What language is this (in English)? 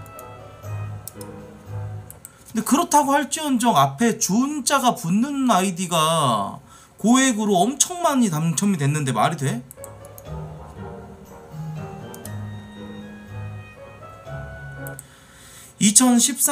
Korean